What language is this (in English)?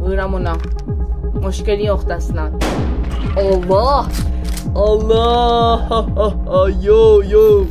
South Azerbaijani